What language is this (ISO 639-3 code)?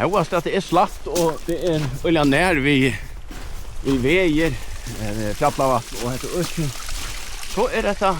fao